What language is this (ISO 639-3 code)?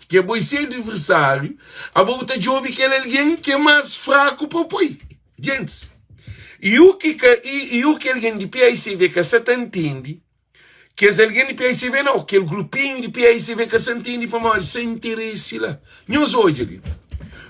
kea